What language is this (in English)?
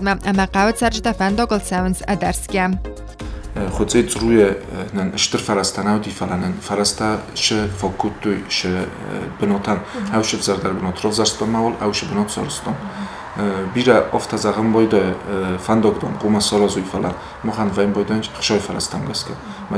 Ossetic